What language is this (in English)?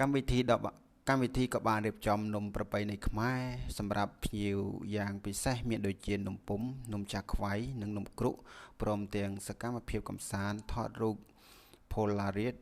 Khmer